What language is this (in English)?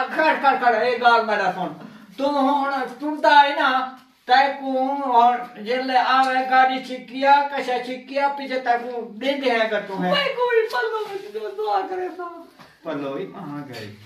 Saraiki